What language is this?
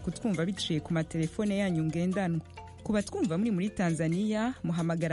Kinyarwanda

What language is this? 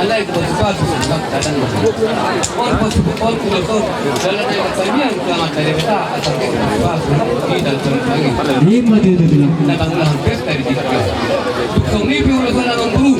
Batak Toba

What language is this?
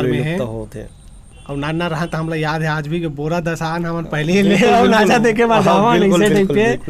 Chhattisgarhi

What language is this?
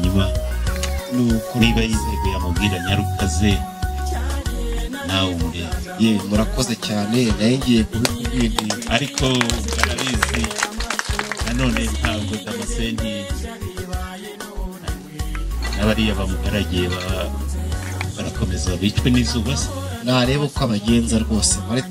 Kinyarwanda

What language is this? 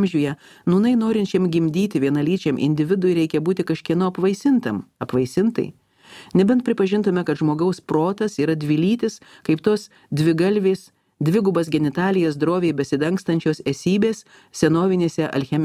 Lithuanian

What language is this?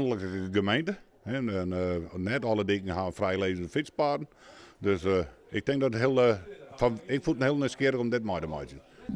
Western Frisian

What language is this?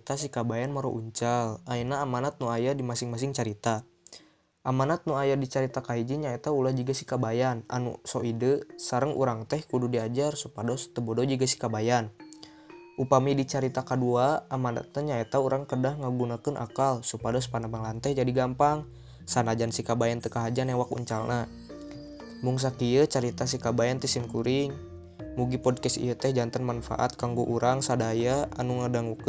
Sundanese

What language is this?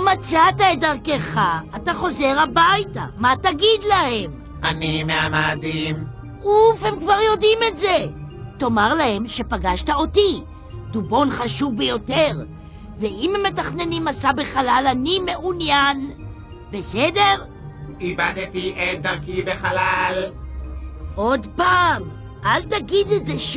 Hebrew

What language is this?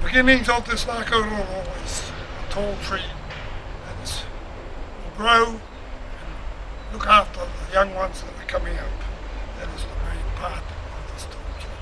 Māori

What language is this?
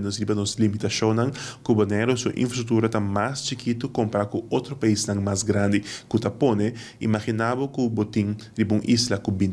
Papiamento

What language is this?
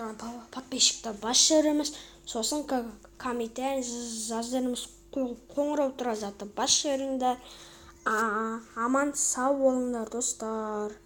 Kazakh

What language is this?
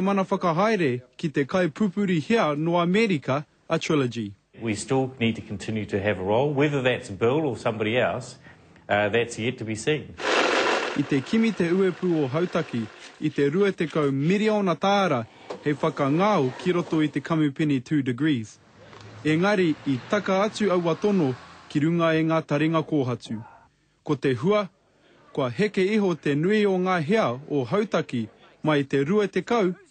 Māori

